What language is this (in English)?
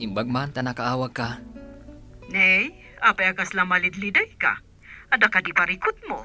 Iloko